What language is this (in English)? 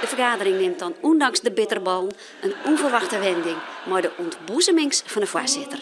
Western Frisian